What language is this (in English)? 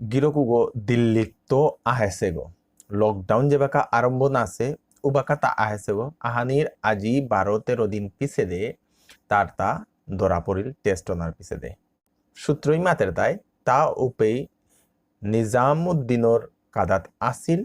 Bishnupriya